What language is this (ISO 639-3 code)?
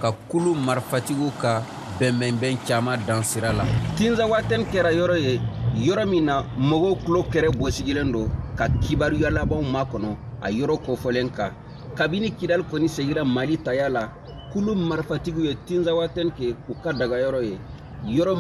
bam